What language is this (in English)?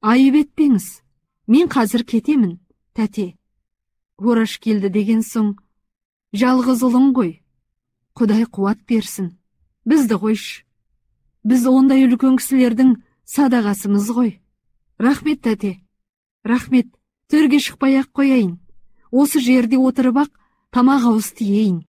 Kazakh